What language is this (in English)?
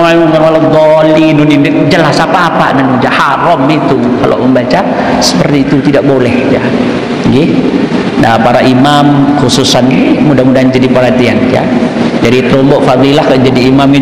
Sasak